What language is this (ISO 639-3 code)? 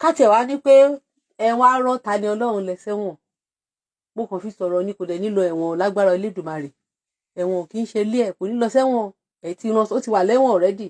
yor